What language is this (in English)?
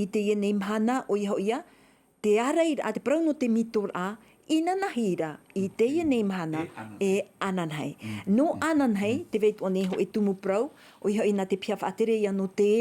Tahitian